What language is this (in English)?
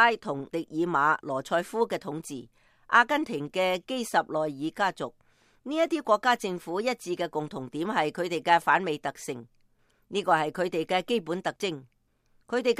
Cantonese